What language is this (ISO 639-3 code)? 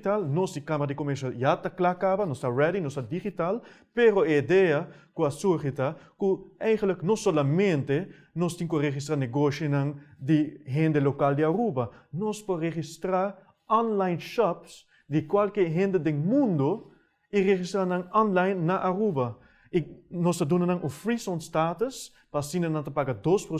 pap